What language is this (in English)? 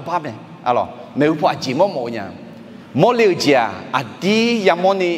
Akha